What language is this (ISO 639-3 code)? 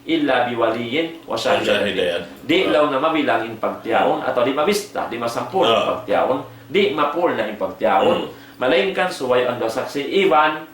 tsg